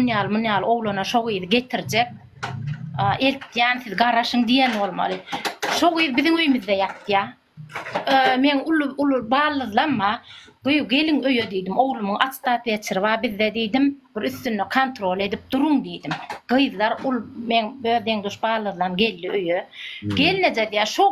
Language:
Turkmen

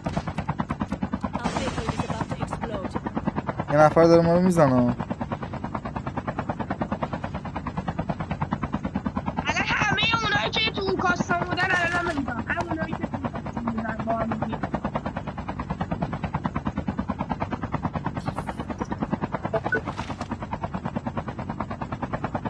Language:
Persian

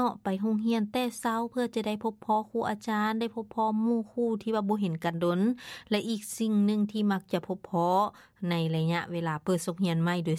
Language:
Lao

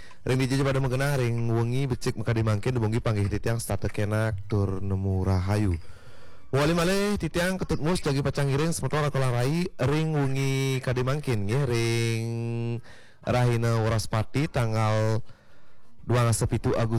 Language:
Balinese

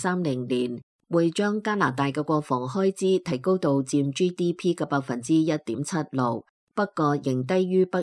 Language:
Cantonese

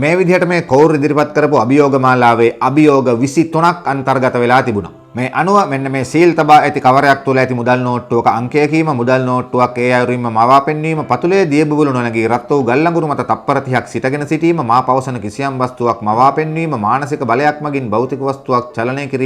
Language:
Sinhala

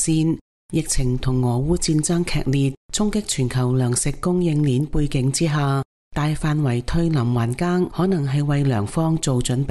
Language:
Cantonese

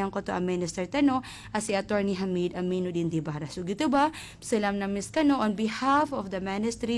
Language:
Maranao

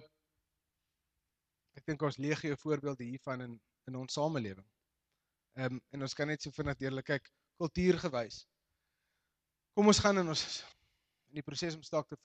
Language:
Afrikaans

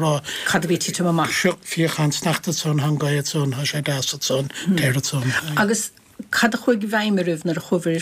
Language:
Irish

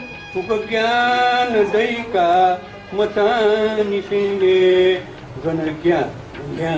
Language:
Newari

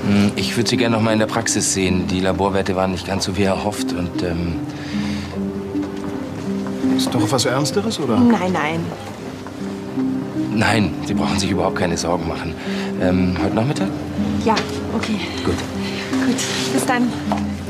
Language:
German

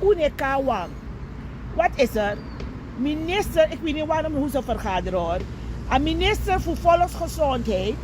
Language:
Sranan Tongo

